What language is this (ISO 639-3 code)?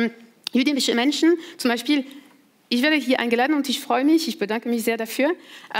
deu